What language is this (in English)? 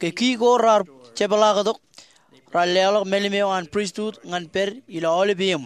Marshallese